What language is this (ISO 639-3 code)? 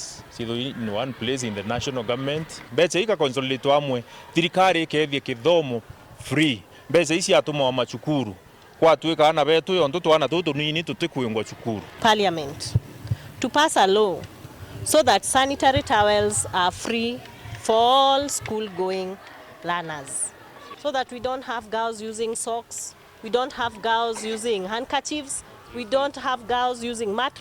mer